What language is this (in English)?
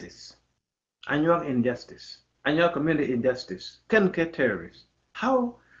Nuer